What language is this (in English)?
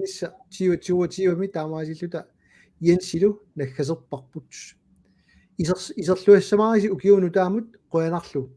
Kalaallisut